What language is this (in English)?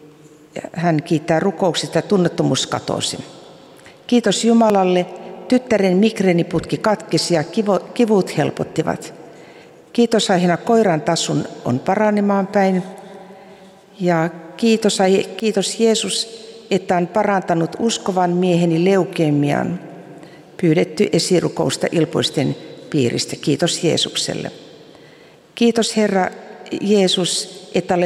Finnish